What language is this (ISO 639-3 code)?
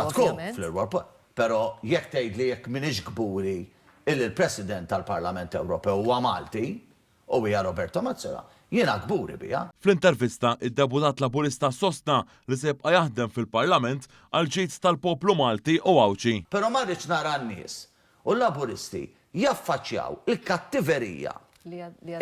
mlt